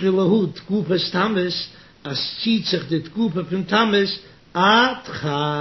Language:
Yiddish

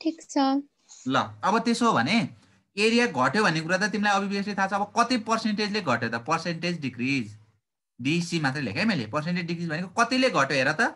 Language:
Nepali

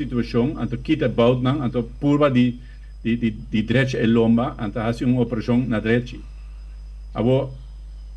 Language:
Papiamento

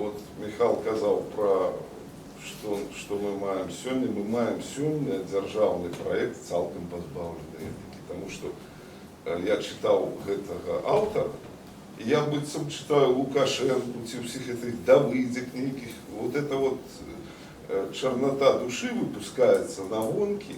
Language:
Belarusian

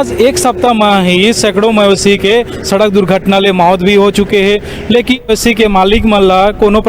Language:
Chhattisgarhi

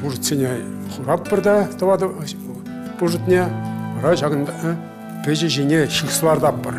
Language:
Chuvash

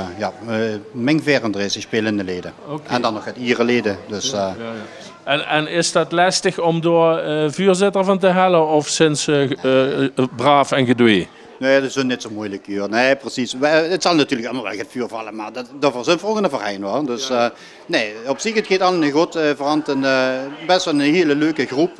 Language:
Limburgish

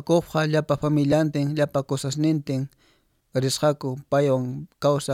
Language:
Quechua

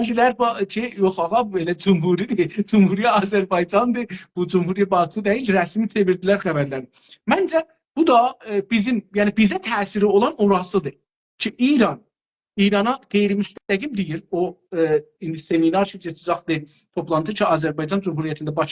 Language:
South Azerbaijani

